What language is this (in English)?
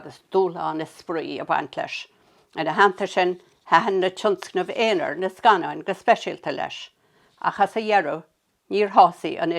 Irish